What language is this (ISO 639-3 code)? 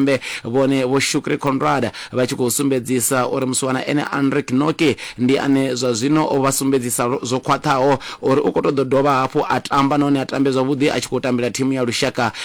ven